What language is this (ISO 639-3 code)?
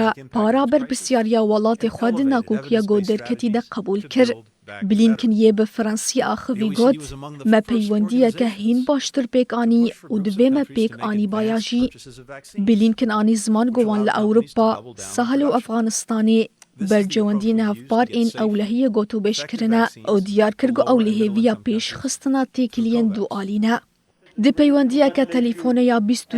kur